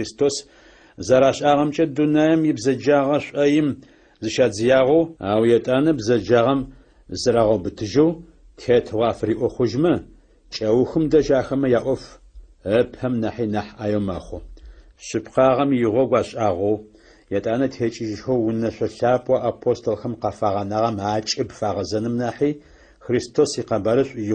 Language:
Adyghe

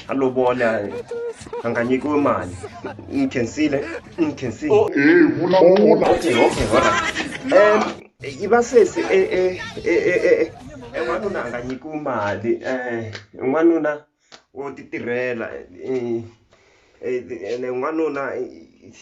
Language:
Tsonga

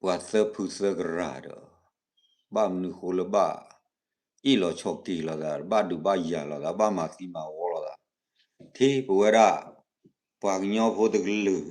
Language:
S'gaw Karen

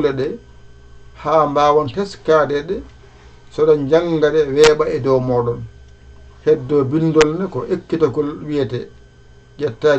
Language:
Fula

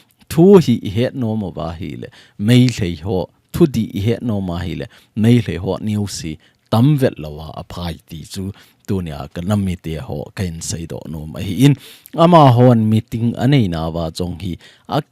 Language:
Thado Chin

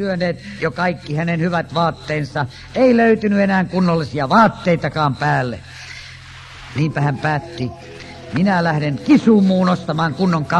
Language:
Finnish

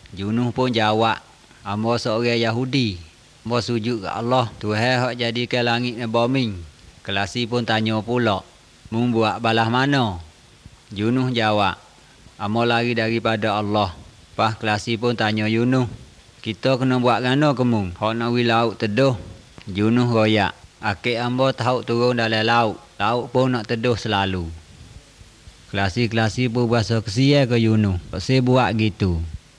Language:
Malay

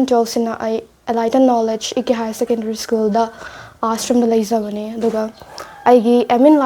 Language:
Manipuri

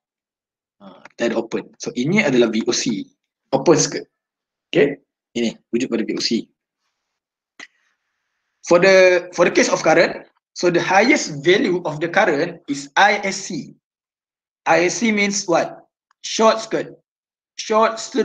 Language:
Malay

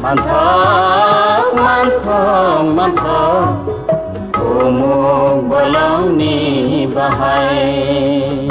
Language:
Riang (India)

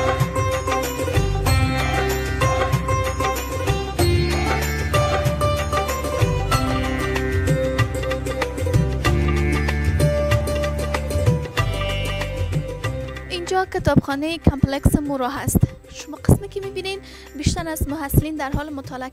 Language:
Persian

